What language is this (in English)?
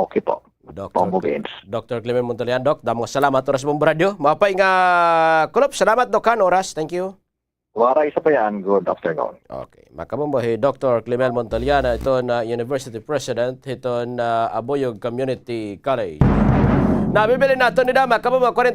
Waray